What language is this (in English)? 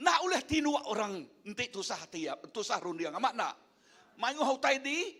Iban